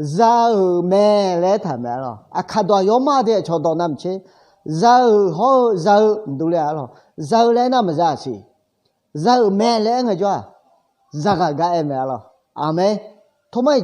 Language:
Akha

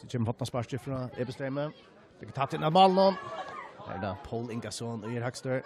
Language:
Faroese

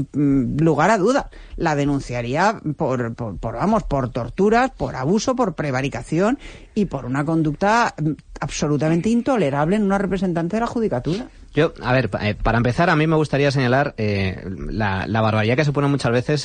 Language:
Spanish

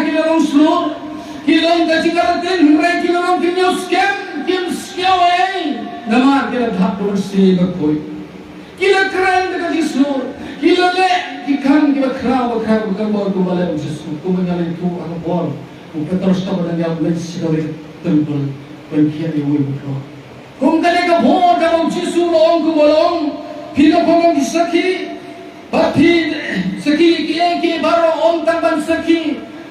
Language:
Khasi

